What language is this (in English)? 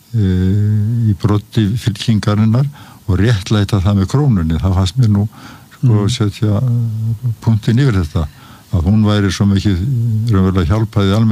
Icelandic